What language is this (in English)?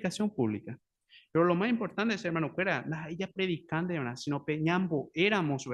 Guarani